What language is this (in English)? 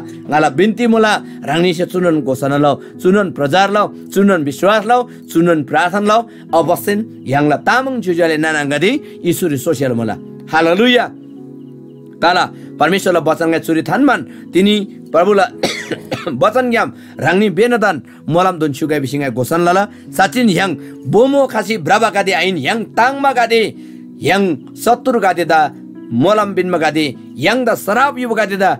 Eastern Tamang